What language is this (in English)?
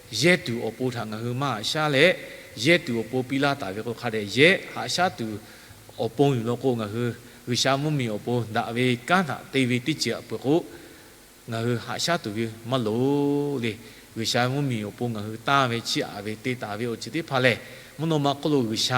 Lahu